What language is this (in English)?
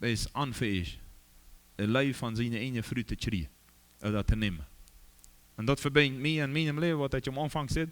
Plautdietsch